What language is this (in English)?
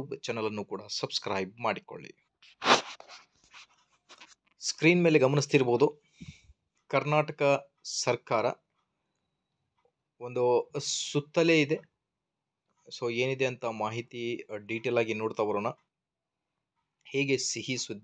Kannada